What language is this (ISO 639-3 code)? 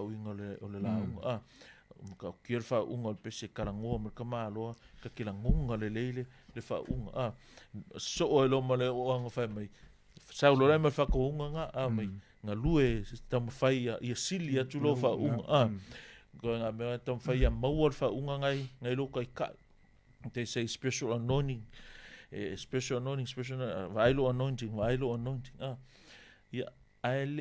smo